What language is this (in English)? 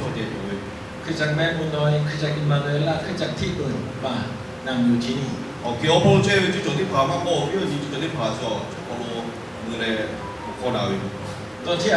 Lahu